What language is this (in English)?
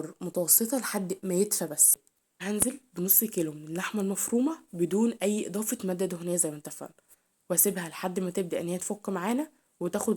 Egyptian Arabic